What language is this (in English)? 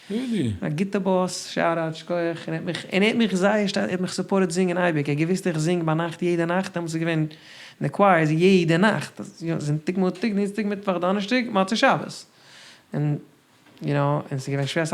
Yiddish